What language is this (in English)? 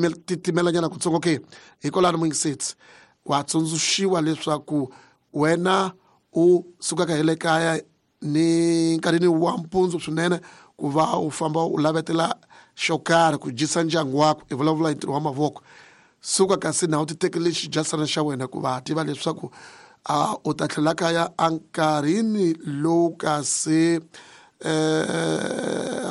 Tsonga